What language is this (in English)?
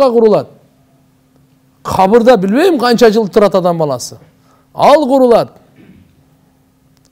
Kyrgyz